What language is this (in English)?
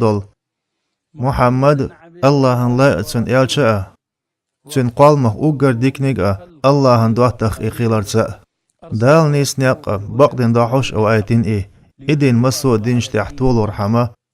Chechen